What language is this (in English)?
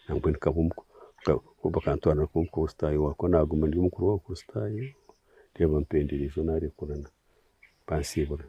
Nyankole